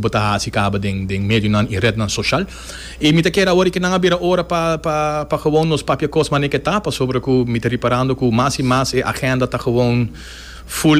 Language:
Papiamento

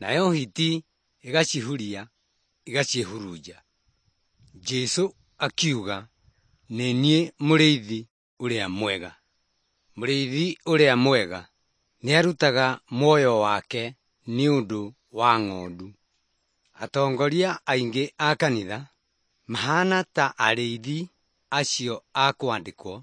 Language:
Kikuyu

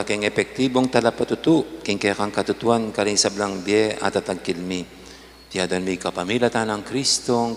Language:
Pampanga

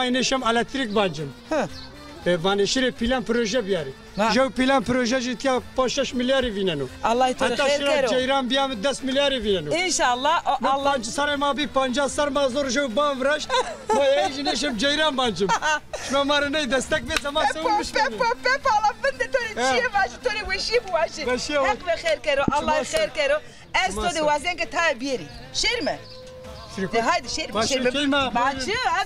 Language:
Zaza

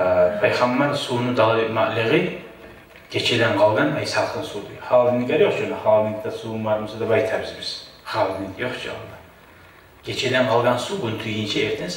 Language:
Kumyk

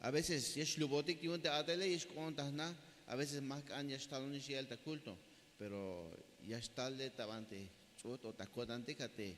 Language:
Tzeltal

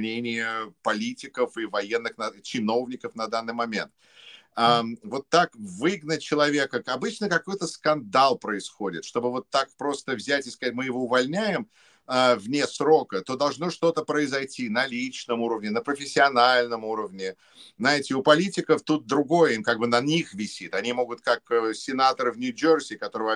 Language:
Russian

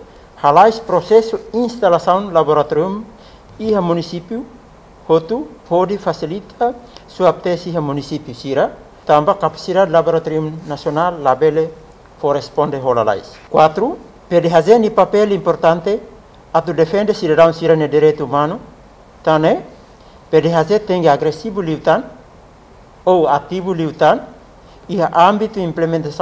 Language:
Tetum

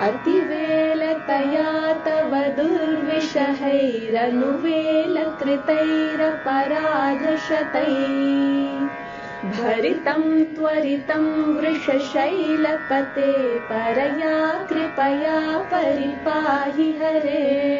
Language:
Sanskrit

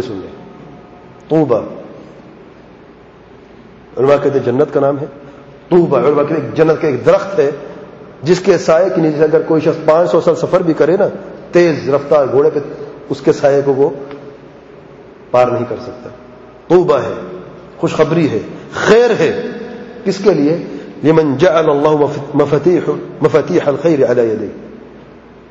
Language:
Urdu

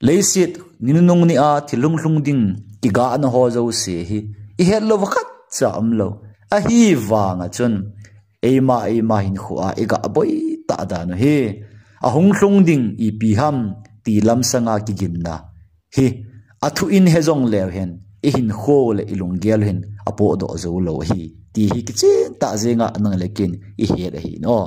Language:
Thado Chin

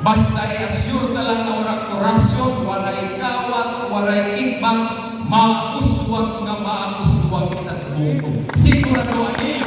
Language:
Waray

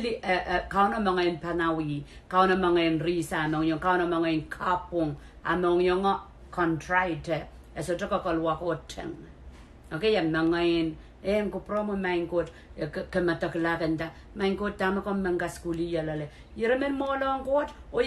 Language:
Pohnpeian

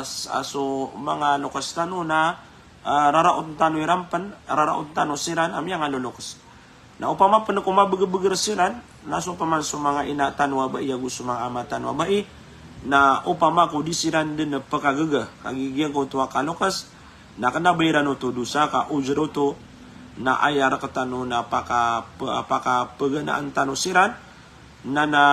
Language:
Maranao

